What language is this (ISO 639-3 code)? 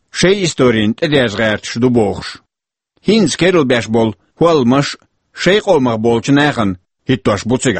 che